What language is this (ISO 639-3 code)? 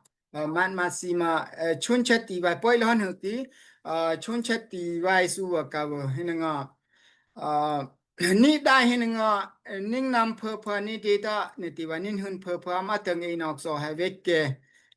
dao